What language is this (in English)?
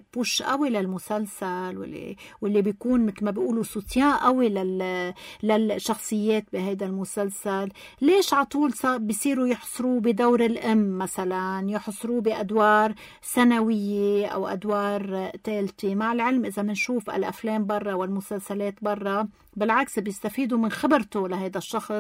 North Levantine Arabic